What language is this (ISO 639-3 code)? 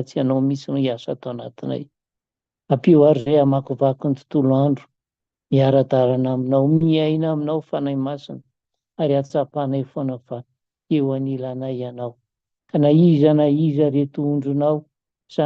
mlg